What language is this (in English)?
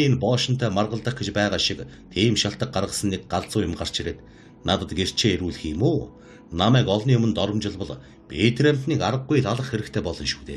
Mongolian